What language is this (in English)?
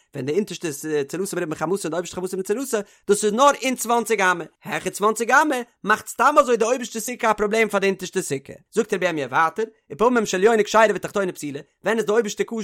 Yiddish